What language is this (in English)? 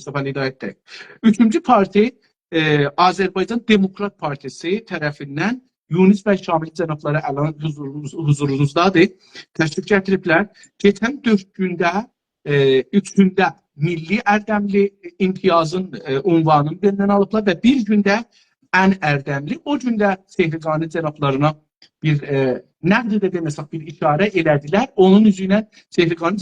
South Azerbaijani